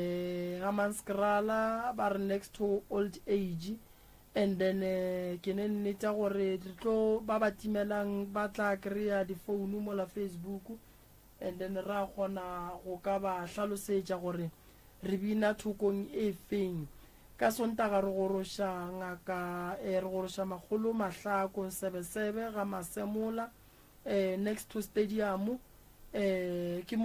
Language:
Northern Sotho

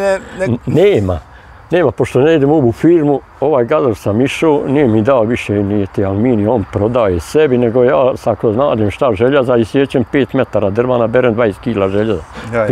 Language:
Bosnian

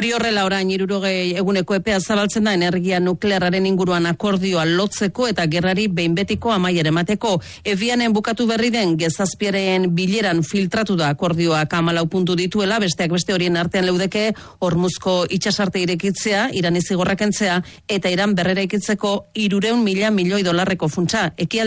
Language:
Basque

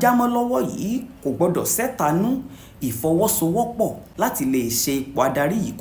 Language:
Yoruba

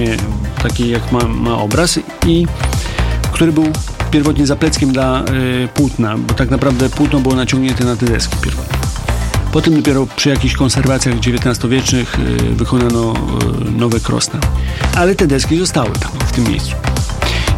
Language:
Polish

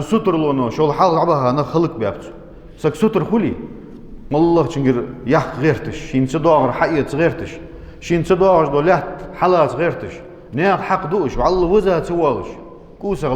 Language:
Ingush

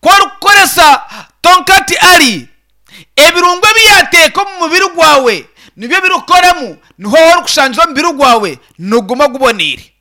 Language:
Nyankole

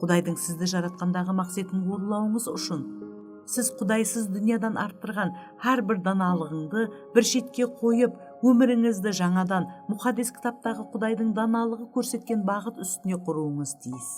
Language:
Kara-Kalpak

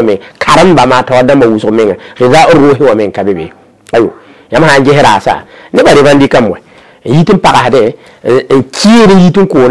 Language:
Mossi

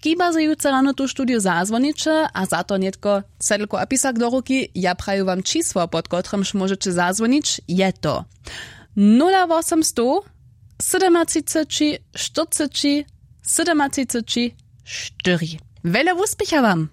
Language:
Upper Sorbian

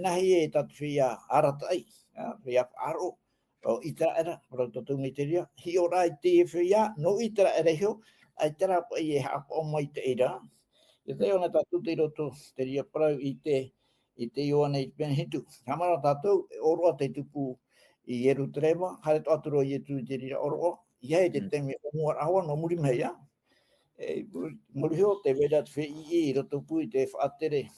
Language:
Tahitian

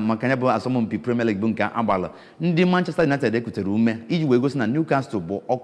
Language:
Igbo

